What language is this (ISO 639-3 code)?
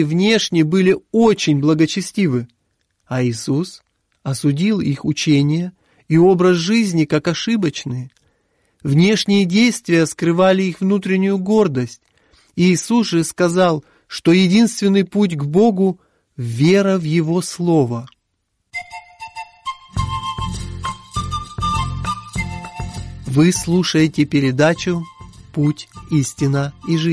rus